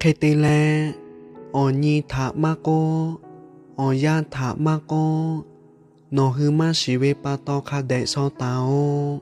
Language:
Lahu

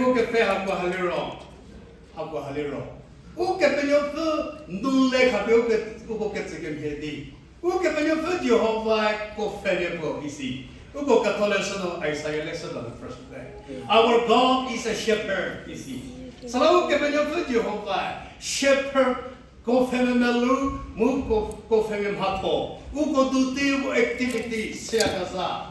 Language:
Angami Naga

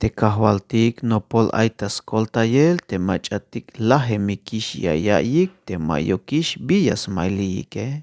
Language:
Tzeltal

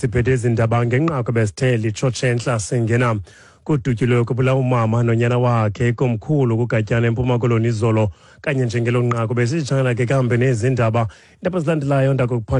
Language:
Xhosa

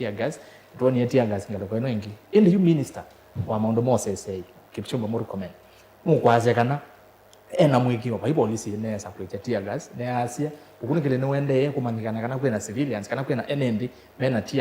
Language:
Kamba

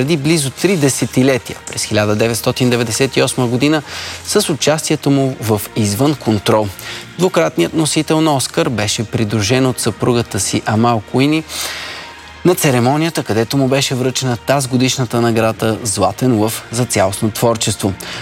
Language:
Bulgarian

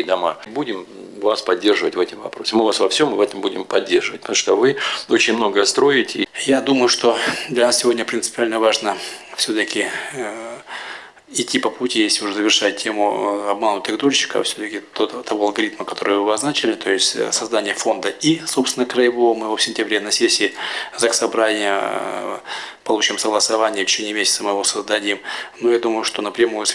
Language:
Russian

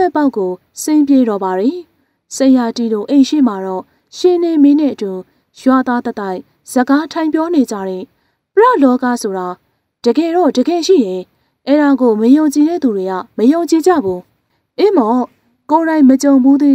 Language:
Burmese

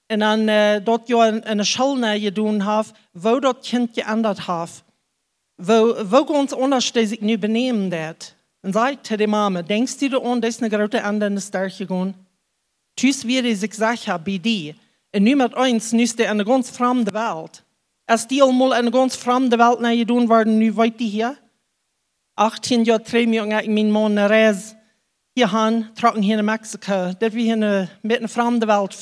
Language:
Plautdietsch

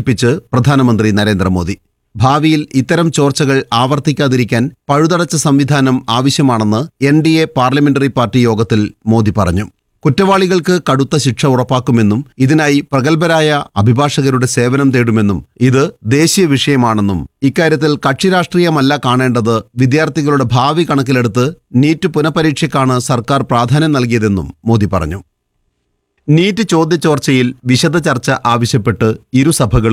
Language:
Malayalam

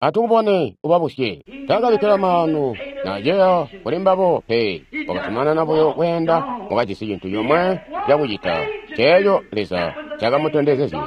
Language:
Tonga (Zambia)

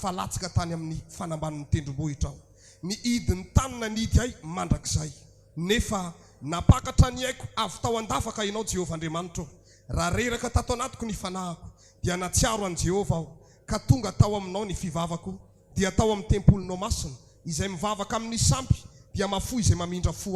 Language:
Malagasy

